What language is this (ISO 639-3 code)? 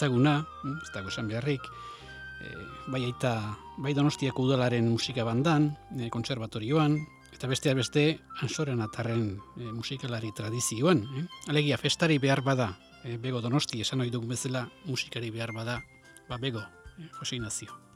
eus